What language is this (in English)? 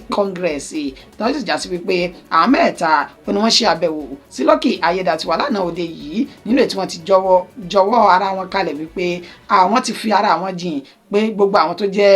Yoruba